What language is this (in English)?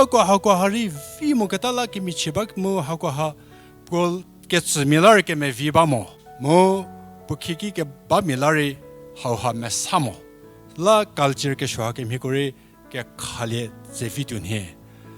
Angami Naga